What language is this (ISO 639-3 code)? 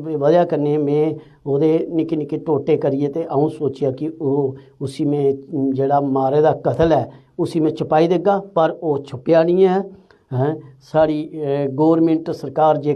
doi